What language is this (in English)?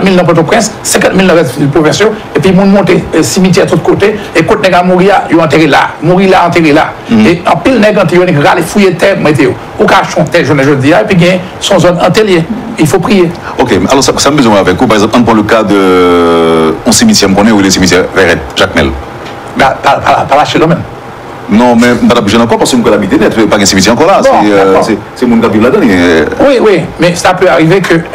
French